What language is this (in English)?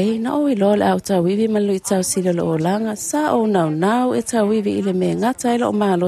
Samoan